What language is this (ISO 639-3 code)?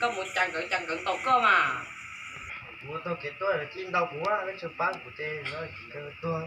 hmn